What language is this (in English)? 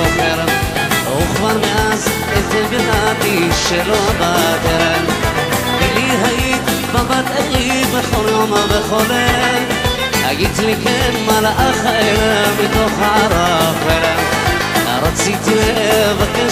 Hebrew